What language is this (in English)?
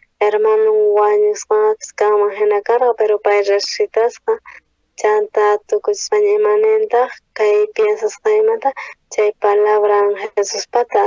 South Bolivian Quechua